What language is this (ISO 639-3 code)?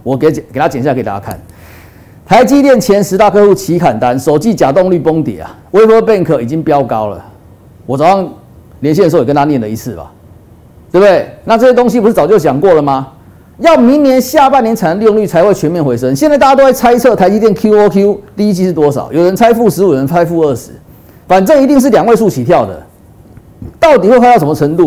zho